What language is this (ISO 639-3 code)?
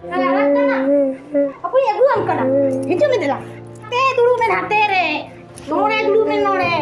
sat